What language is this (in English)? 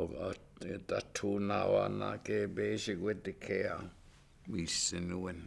Chippewa